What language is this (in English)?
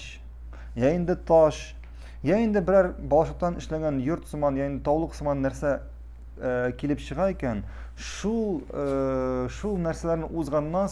Tatar